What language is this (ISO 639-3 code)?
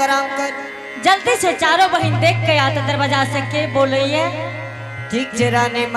anp